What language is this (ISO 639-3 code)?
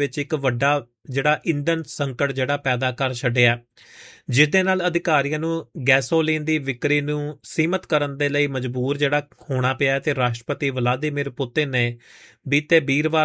pan